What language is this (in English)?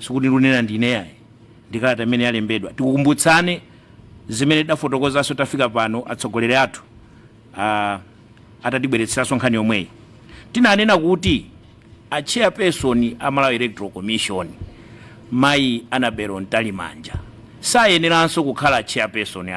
Nyanja